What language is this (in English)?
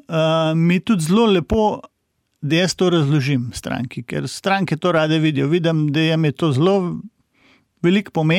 Slovenian